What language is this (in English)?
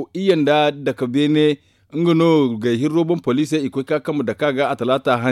Zarma